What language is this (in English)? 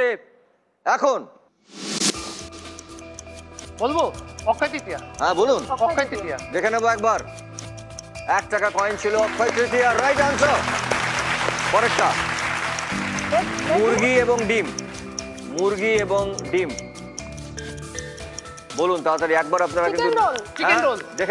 Bangla